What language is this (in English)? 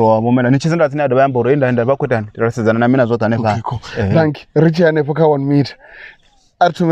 Venda